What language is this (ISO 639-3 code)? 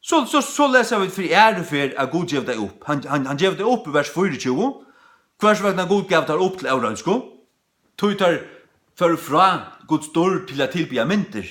fao